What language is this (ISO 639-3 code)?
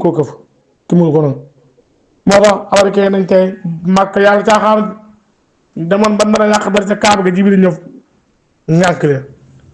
wol